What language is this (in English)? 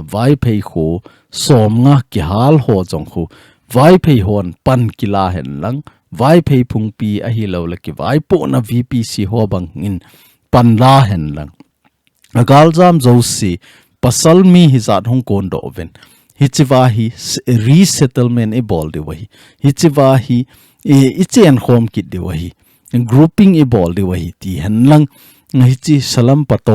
Thado Chin